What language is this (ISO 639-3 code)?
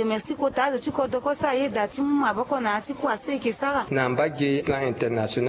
sag